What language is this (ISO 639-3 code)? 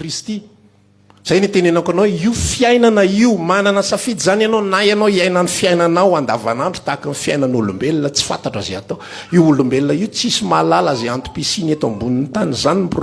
mlg